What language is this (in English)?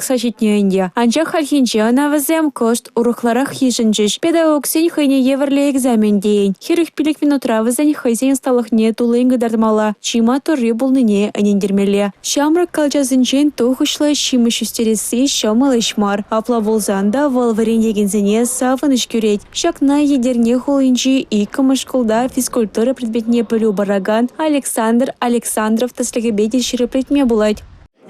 Chuvash